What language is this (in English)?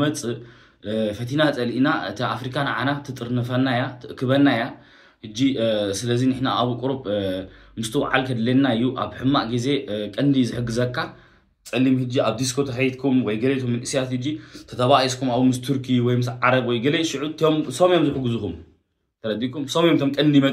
Tigrinya